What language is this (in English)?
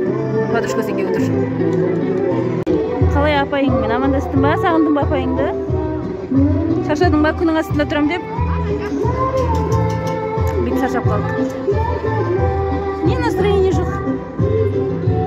Kazakh